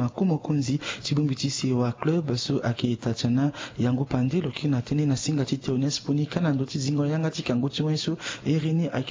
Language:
Sango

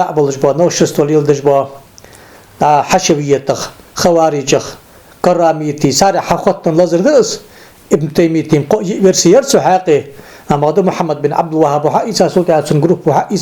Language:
Ingush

